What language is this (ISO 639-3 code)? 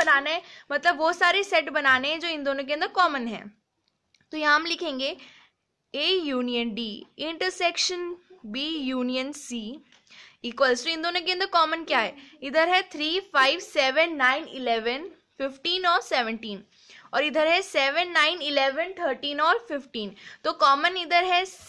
hin